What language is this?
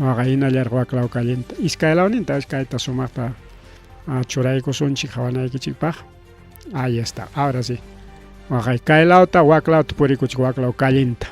Ayacucho Quechua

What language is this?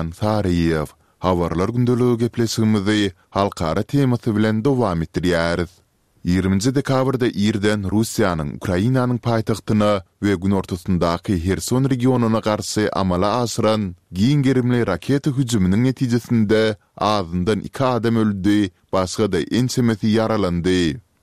Turkmen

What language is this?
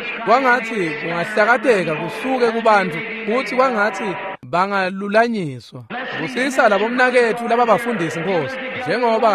Swati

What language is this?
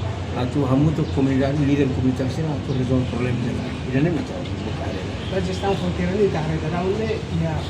Tetum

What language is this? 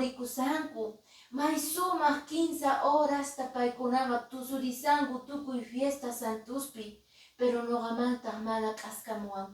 Quechua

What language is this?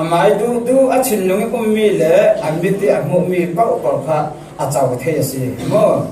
Falam Chin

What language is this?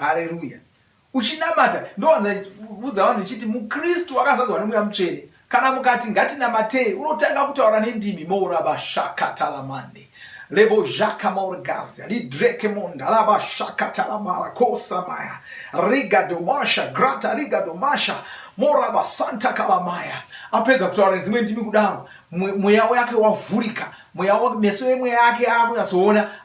Shona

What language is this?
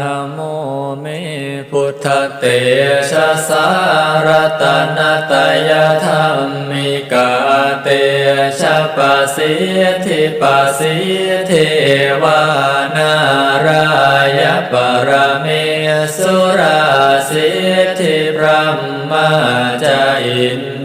Pali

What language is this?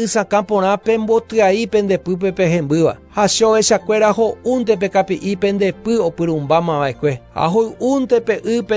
Guarani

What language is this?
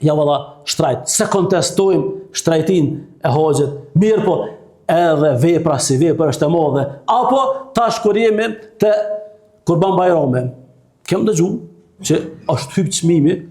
Albanian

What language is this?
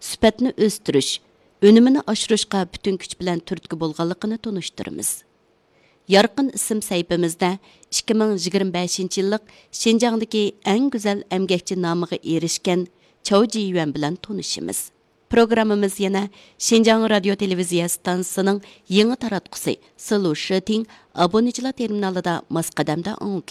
Uyghur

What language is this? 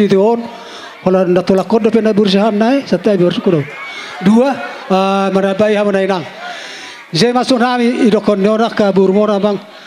Batak Toba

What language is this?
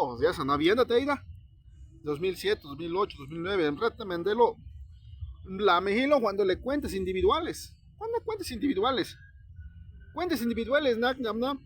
Zapotec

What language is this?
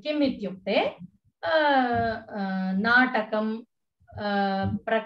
Sanskrit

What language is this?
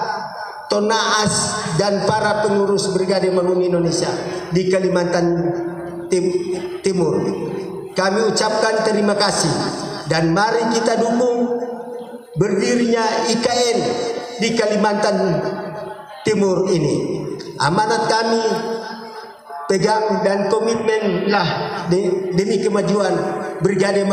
Indonesian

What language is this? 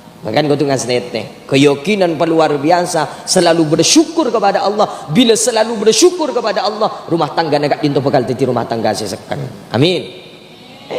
Madurese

